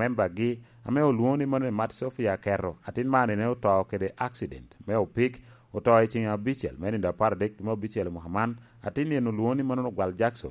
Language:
Lango (Uganda)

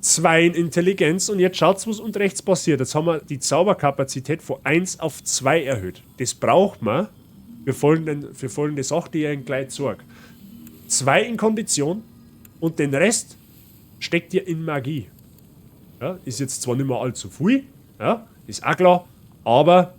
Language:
Bavarian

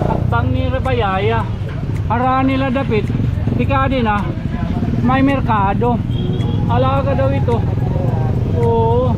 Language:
Waray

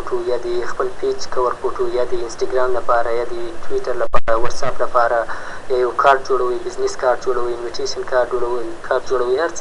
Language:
Pashto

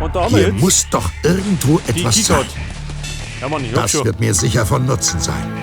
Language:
Bavarian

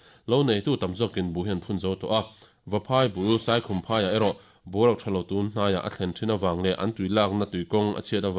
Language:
Mizo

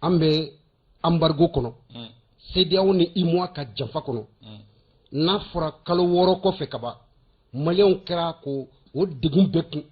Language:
Bambara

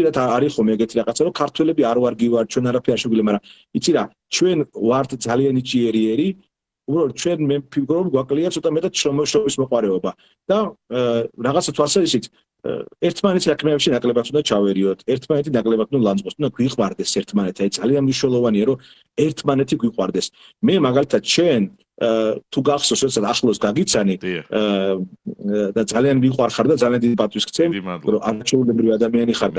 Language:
Georgian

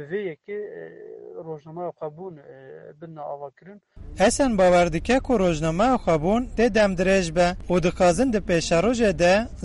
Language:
Kurdish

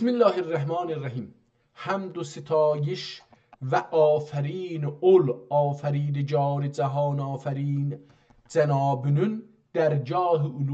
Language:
South Azerbaijani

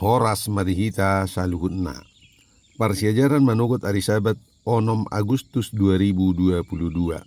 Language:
Batak Toba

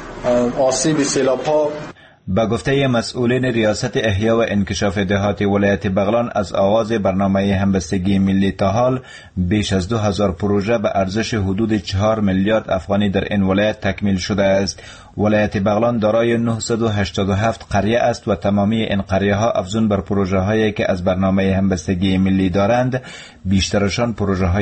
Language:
Persian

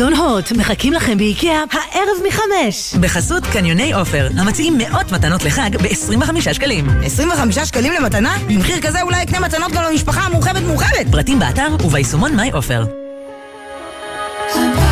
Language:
Hebrew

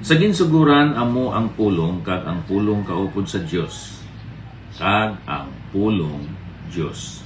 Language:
Hiligaynon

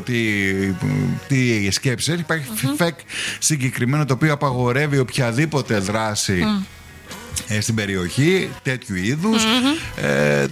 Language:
Greek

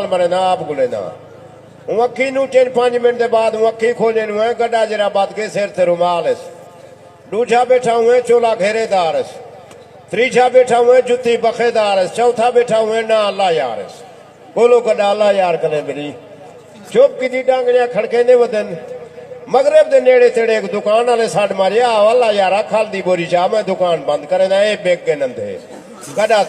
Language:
Saraiki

